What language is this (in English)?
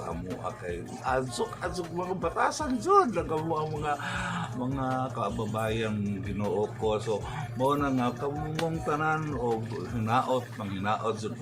Cebuano